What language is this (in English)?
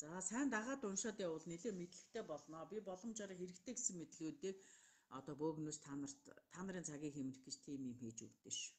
Mongolian